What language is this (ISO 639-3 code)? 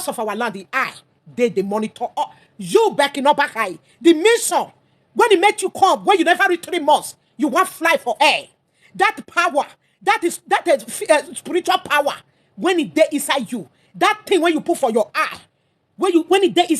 pcm